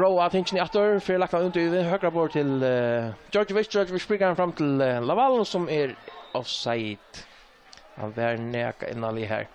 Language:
Faroese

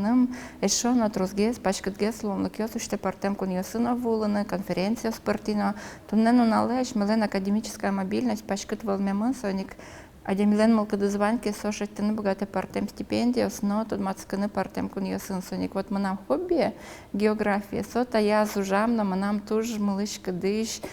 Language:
Udmurt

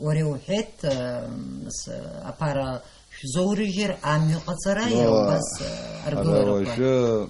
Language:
Abkhazian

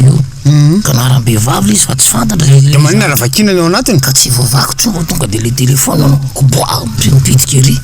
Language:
Malagasy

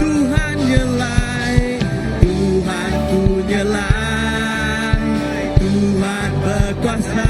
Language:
Iban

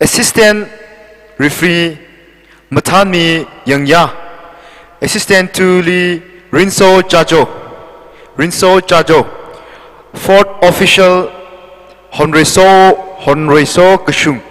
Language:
Tangkhul Naga (India)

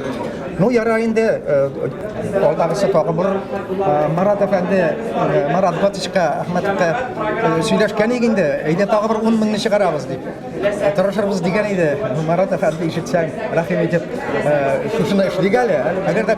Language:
Tatar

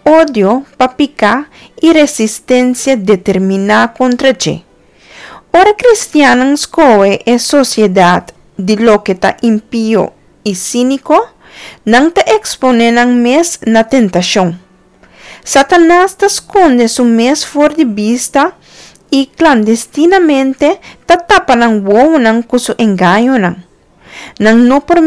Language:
Papiamento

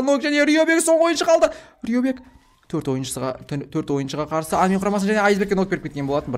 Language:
Kazakh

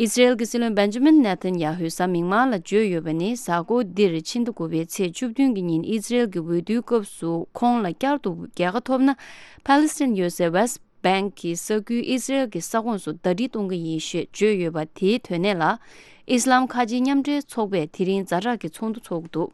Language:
Tibetan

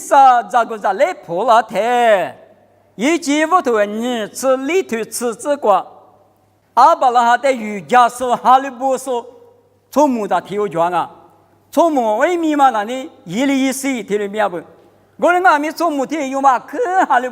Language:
Lisu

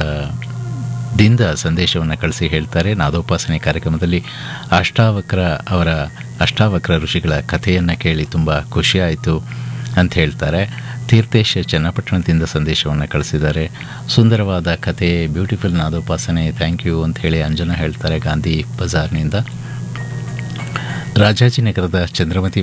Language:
Kannada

